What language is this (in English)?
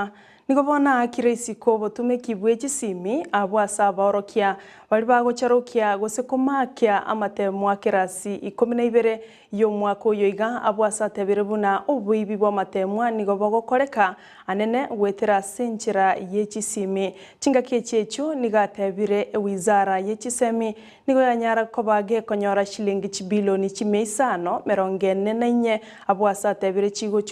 Gusii